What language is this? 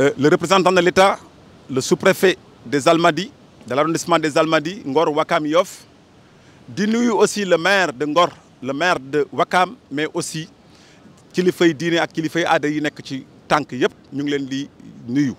Wolof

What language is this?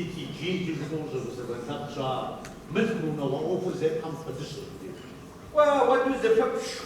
Kabardian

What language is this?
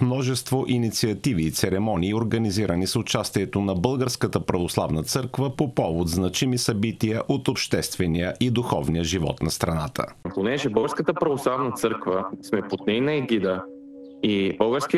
Bulgarian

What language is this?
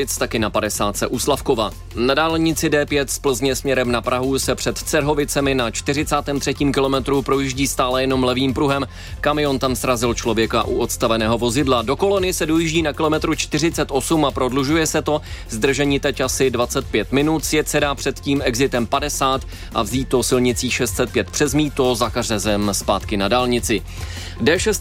Czech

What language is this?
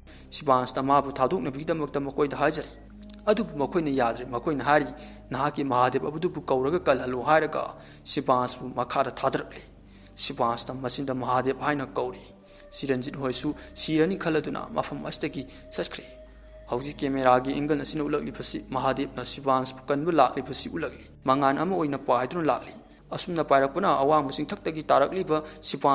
Manipuri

